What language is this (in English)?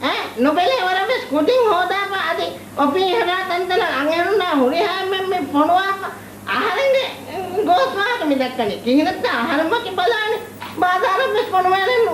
Divehi